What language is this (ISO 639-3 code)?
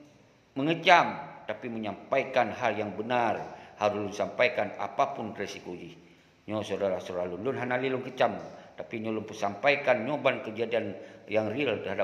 ace